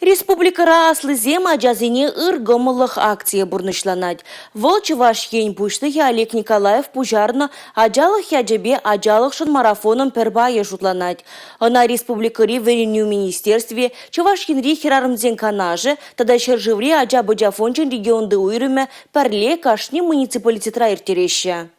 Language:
Chuvash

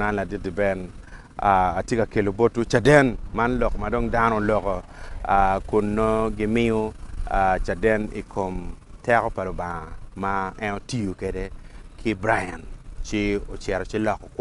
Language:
Acoli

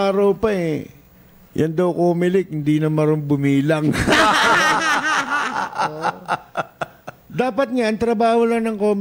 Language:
Filipino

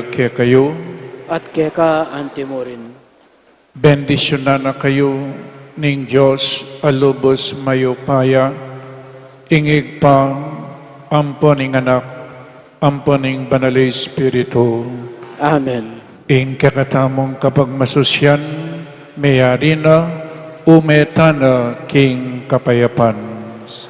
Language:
Pampanga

